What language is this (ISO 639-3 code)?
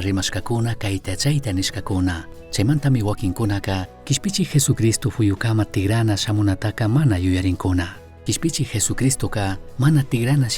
qug